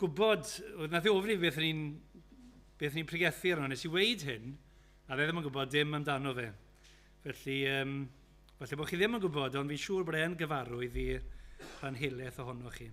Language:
Welsh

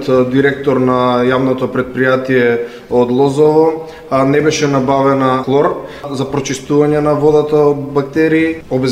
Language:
Macedonian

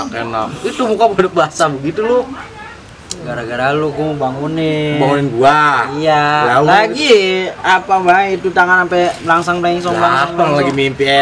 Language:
Betawi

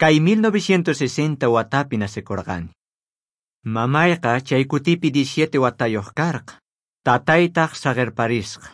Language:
South Bolivian Quechua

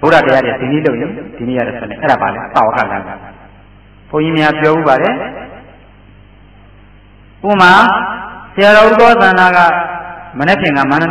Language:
Burmese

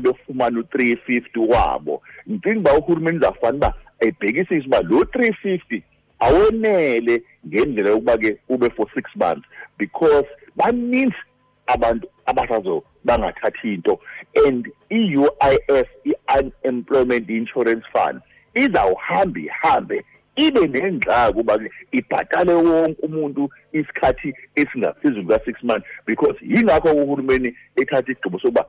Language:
Xhosa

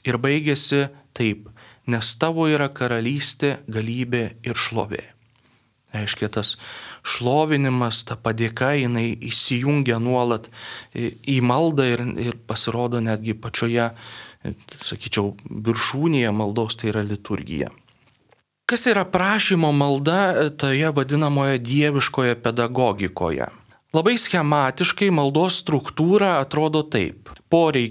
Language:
Lithuanian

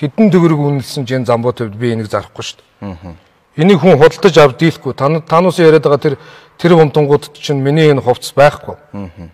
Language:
Mongolian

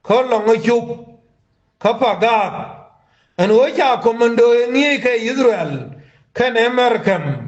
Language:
Nuer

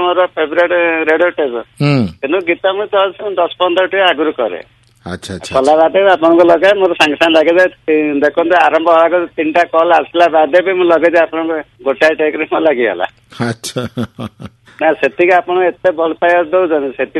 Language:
Odia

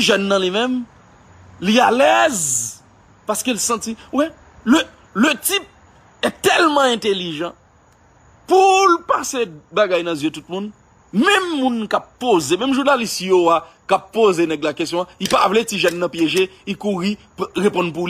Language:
Haitian Creole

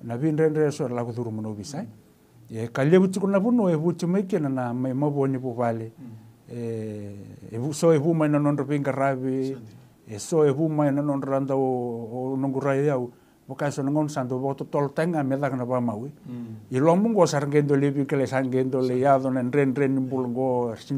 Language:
Fijian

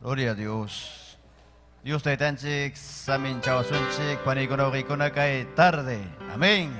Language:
Ayacucho Quechua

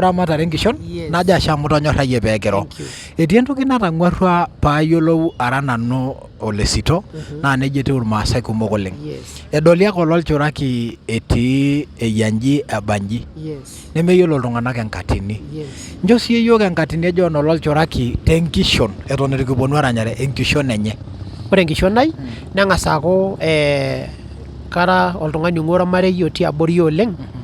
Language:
Masai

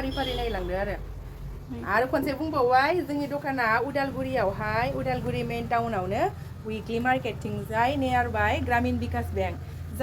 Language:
Bodo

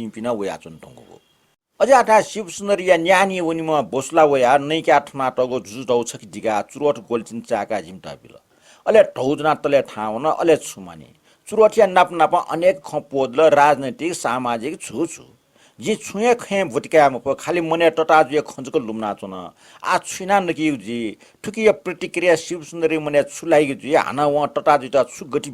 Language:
Newari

